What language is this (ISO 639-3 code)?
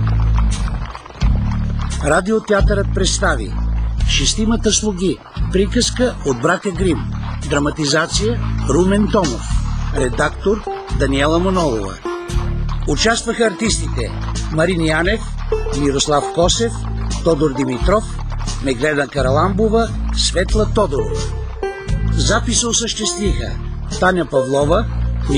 bul